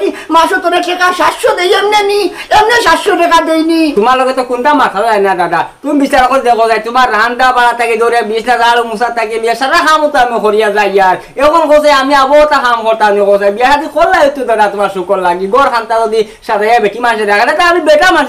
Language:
Sylheti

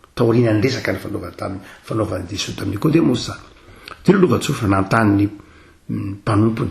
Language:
Malagasy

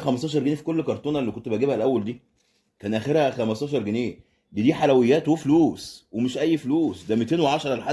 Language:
Egyptian Arabic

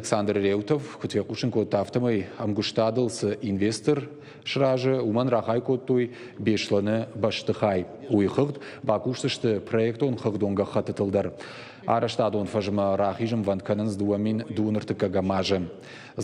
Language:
Ossetic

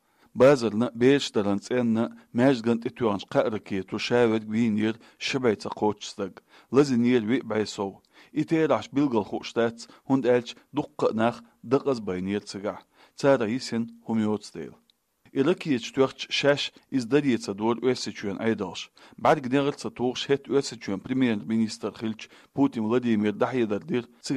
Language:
Chechen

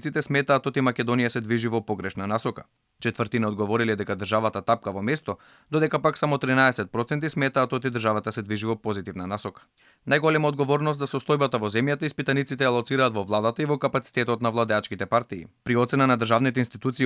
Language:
Macedonian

